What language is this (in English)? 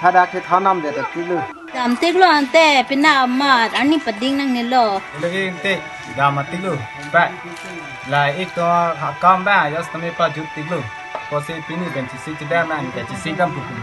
Karbi